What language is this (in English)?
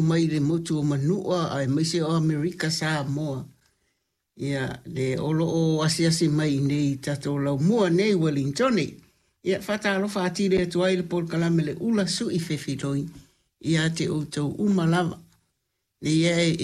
Samoan